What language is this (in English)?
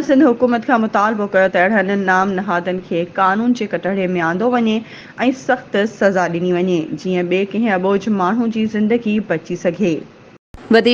Sindhi